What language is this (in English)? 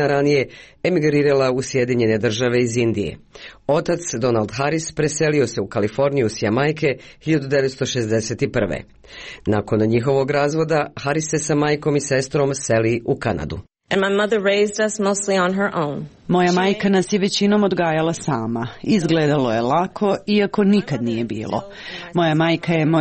Croatian